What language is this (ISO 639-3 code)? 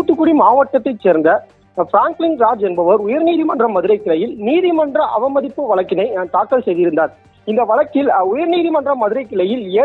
tam